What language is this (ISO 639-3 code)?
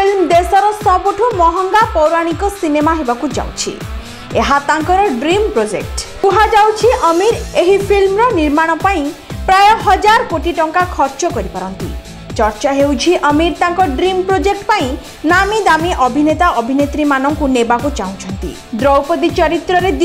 ori